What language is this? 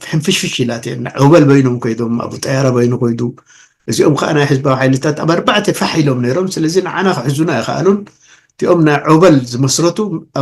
Tigrinya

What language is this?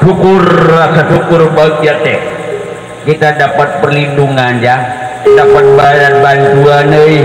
Betawi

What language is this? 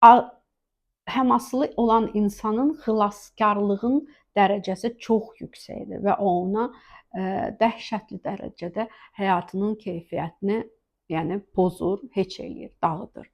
Azerbaijani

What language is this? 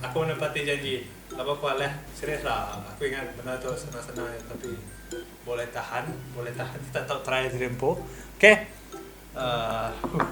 Iban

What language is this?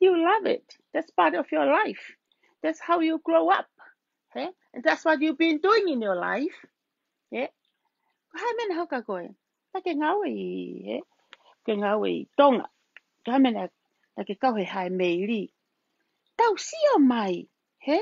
Tongan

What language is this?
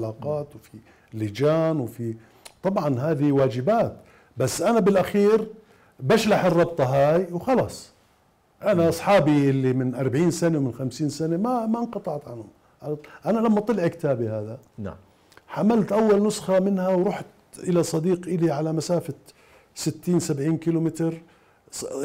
Mesopotamian Arabic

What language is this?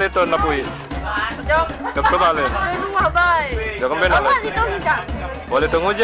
Sasak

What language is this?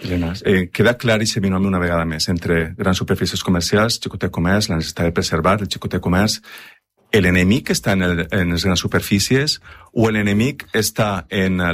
Catalan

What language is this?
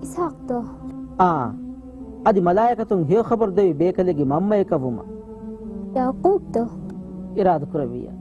Divehi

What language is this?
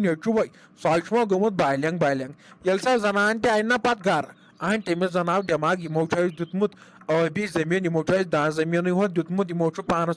Kashmiri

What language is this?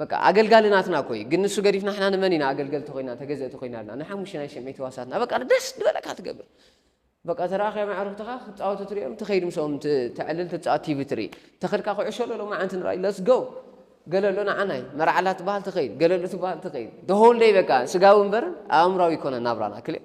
Tigrinya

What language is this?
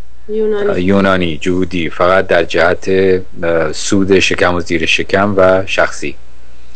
Persian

